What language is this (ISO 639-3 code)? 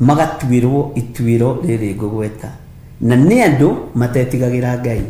kik